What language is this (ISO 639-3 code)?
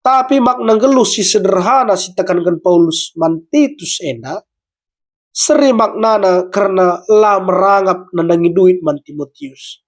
btx